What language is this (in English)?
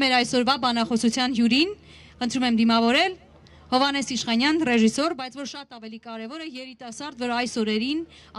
Armenian